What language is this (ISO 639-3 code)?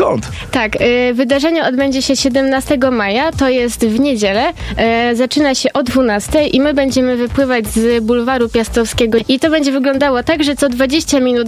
pol